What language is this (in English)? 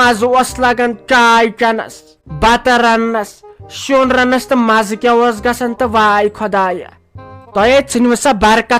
Kashmiri